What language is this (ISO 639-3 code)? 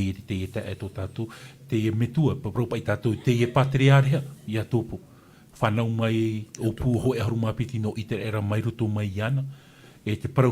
tah